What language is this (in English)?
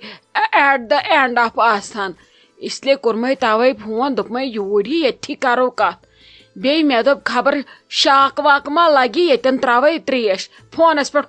Kashmiri